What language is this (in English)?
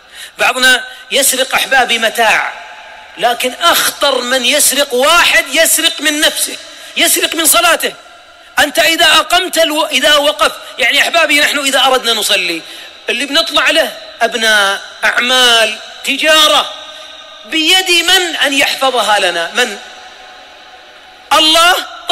Arabic